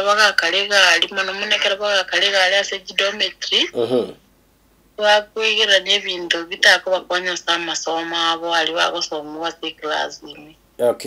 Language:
Gusii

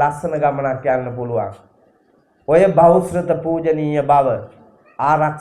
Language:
Sinhala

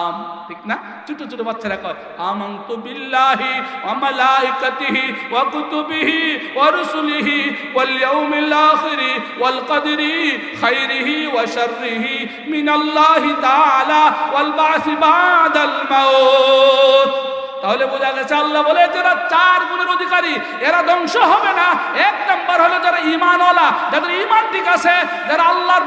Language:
Bangla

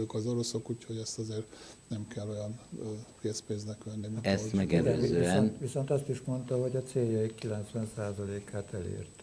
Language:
Hungarian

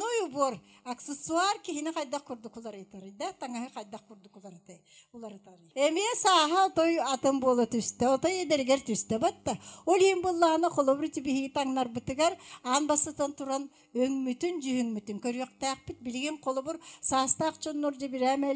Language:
Yakut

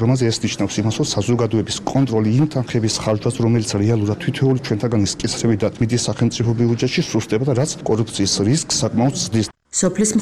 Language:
Georgian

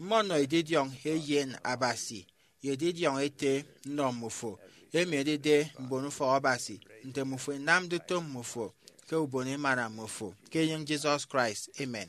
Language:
Efik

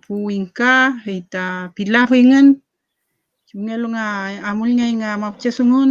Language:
Mapuche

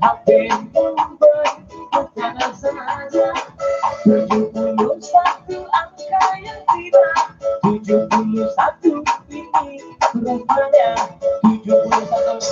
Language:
Minangkabau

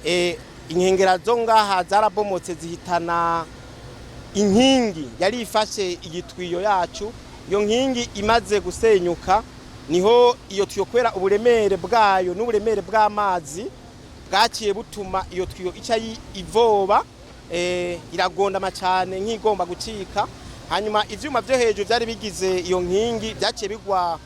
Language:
Rundi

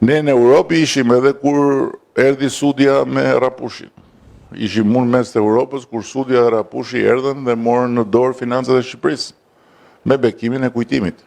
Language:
Albanian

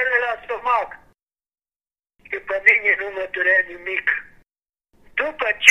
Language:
Romanian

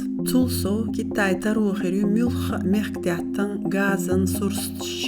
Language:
Chechen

